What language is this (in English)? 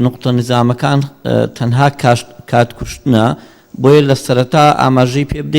Central Kurdish